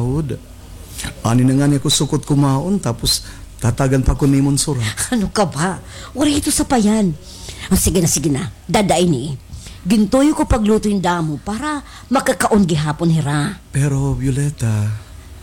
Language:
Waray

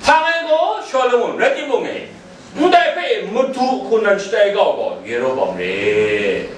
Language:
Kachin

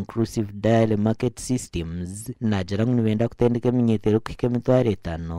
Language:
Nyankole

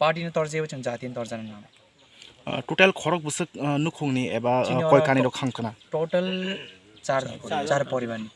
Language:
Kok Borok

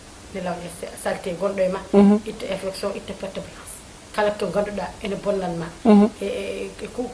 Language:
Fula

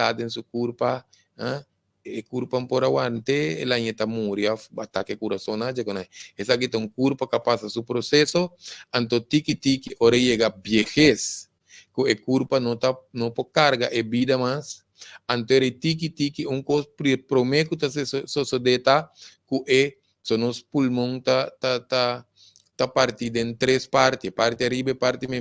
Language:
Papiamento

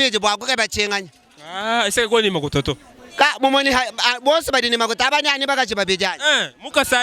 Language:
Luba-Lulua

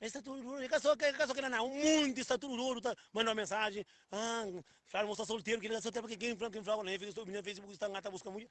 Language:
Kabuverdianu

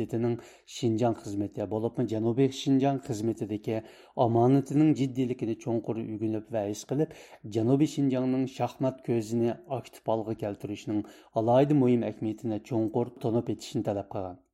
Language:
Uyghur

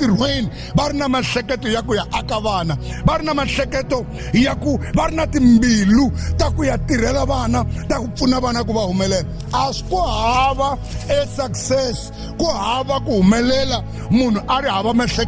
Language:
Tsonga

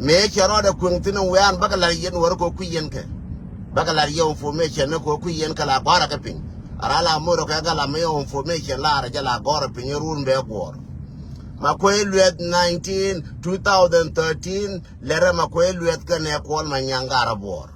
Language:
Nuer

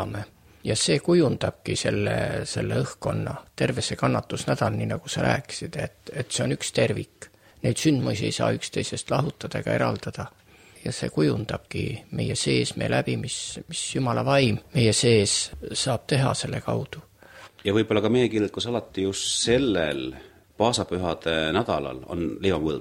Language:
Estonian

